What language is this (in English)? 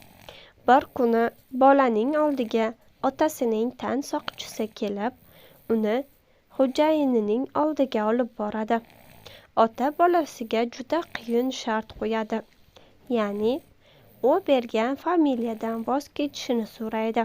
Uzbek